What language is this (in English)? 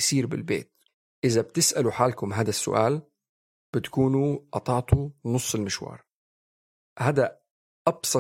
North Levantine Arabic